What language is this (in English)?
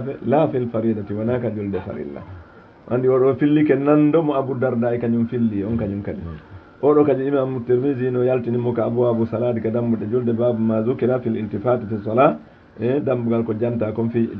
Fula